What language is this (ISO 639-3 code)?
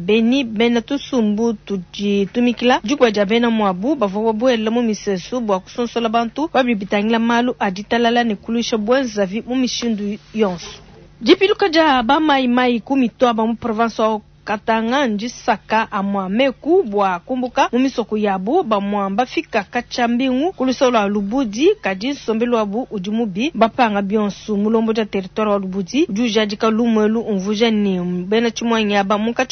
lua